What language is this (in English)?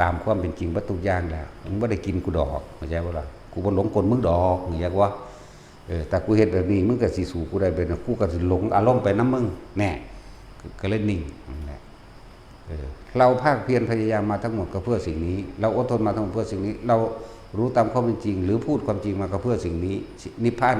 Northeastern Thai